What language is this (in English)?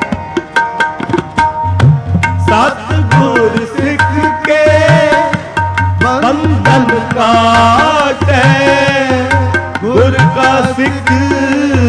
Punjabi